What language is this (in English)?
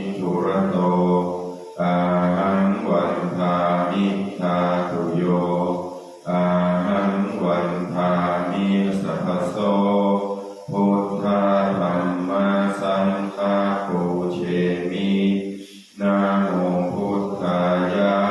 Pali